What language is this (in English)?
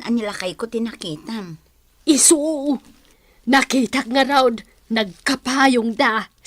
Iloko